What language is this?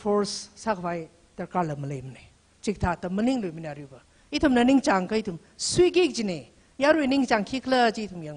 Tangkhul Naga (India)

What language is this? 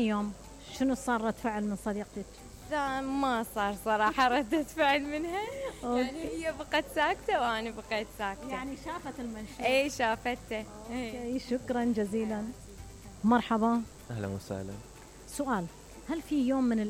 Mesopotamian Arabic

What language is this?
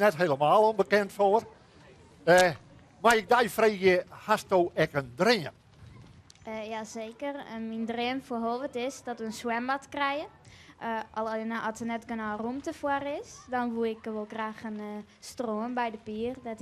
Western Frisian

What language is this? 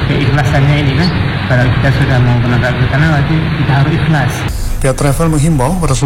Indonesian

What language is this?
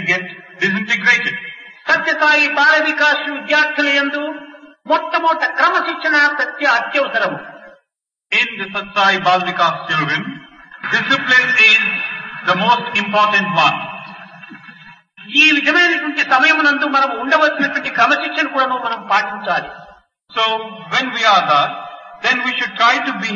Telugu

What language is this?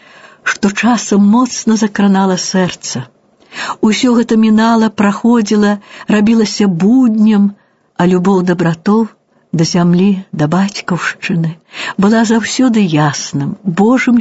Belarusian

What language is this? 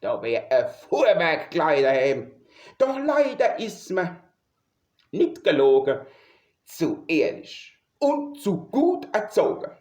Palatine German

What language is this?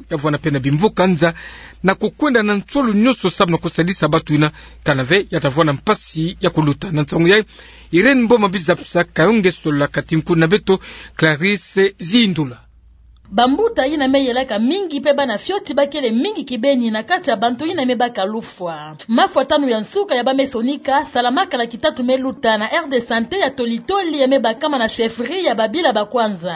Kituba (Democratic Republic of Congo)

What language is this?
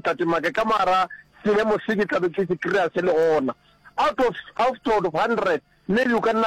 Northern Sotho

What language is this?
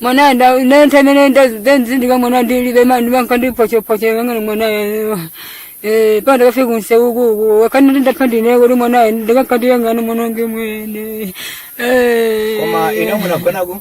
Nyanja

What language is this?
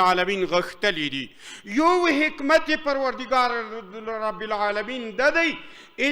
Pashto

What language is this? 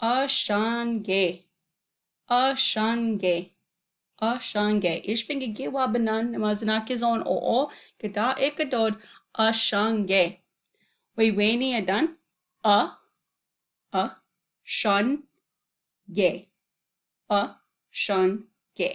Chippewa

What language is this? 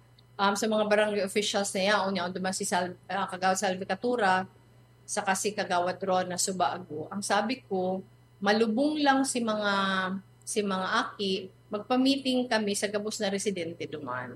Bikol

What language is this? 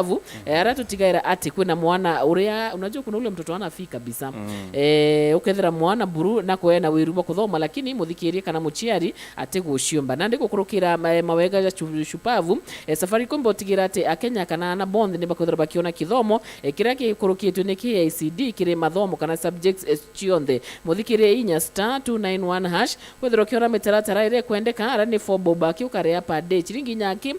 Meru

